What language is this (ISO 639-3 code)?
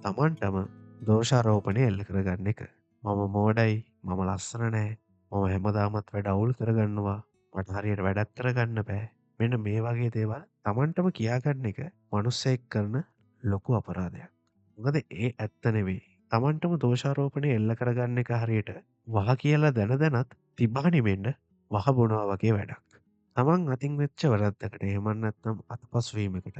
sin